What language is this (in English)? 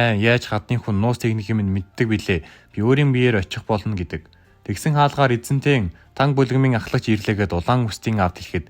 Mongolian